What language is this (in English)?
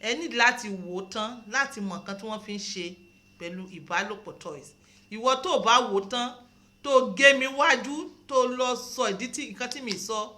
Yoruba